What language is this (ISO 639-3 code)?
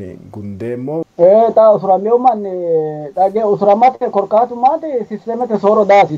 sid